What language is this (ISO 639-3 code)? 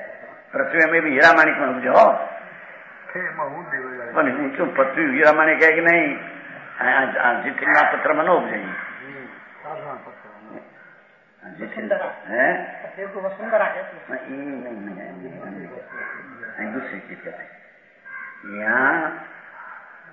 hin